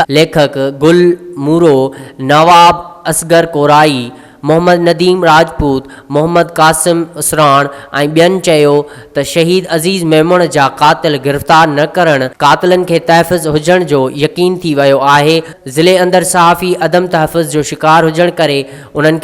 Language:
Sindhi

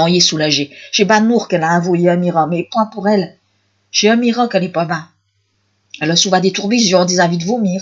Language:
Picard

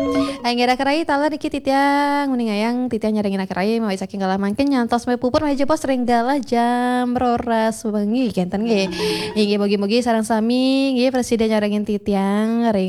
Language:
Balinese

